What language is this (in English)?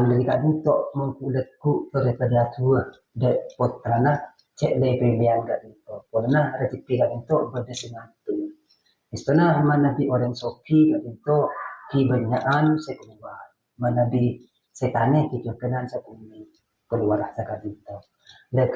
Madurese